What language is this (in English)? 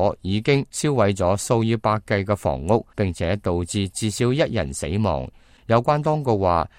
Cantonese